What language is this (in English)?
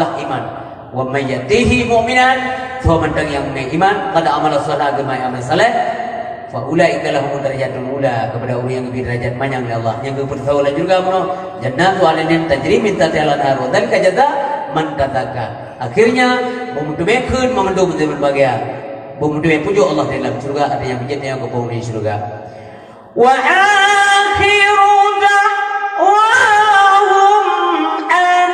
Achinese